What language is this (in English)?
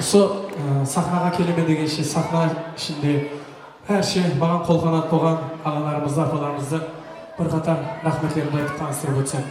Kara-Kalpak